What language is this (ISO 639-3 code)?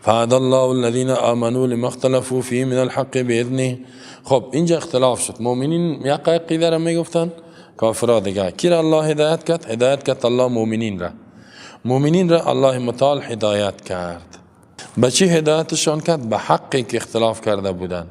fas